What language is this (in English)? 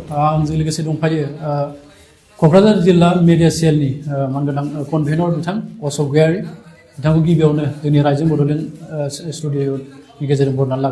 Bodo